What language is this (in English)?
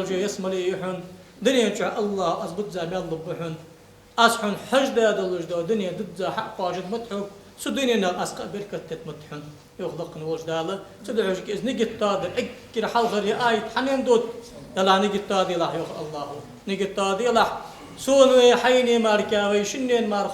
Ingush